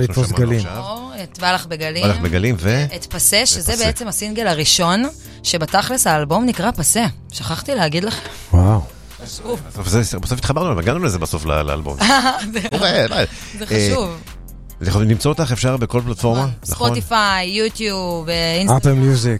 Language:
Hebrew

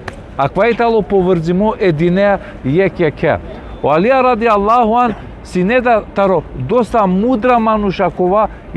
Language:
Balkan Romani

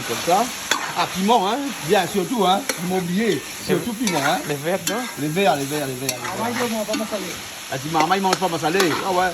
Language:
Réunion Creole French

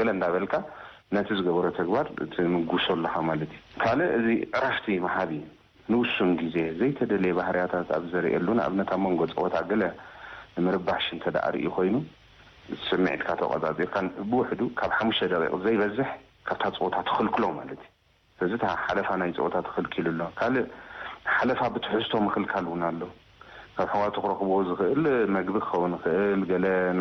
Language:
Tigrinya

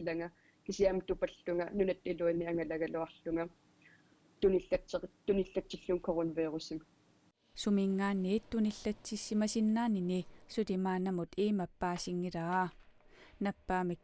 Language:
Kalaallisut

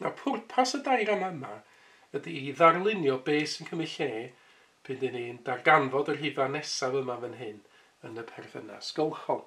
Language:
Welsh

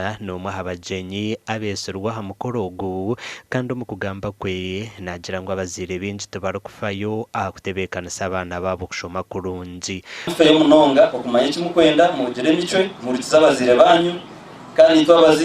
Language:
Nyankole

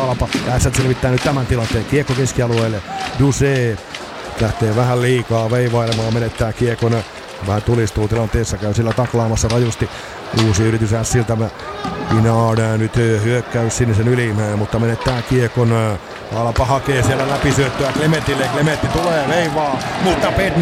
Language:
Finnish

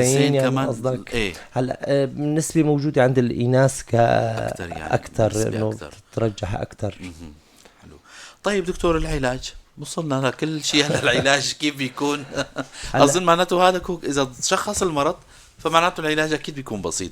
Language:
North Levantine Arabic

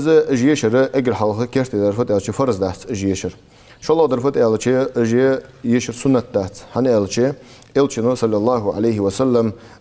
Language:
Ingush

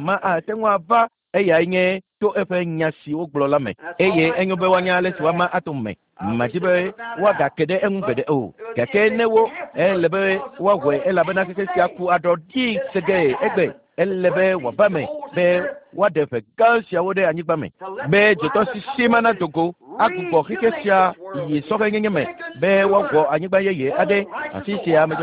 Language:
Ewe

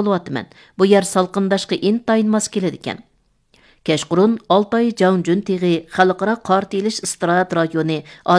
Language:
Uyghur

